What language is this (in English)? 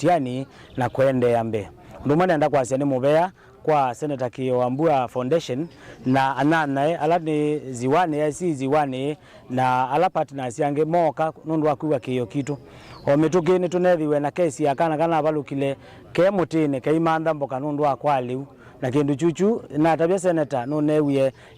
Kamba